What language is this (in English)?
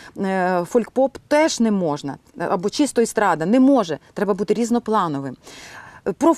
Ukrainian